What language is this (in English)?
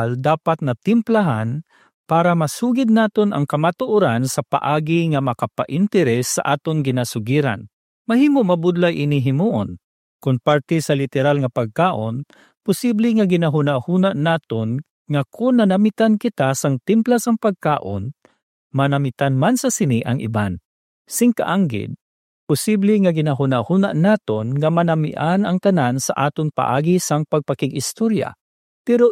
Hiligaynon